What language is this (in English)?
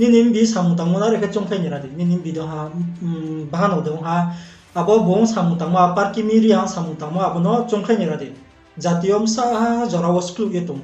Riang (India)